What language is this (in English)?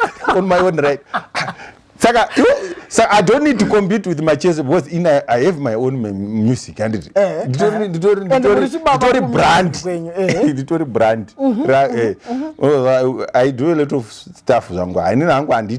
Shona